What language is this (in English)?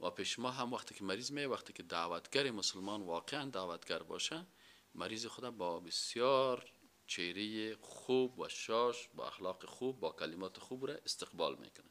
Persian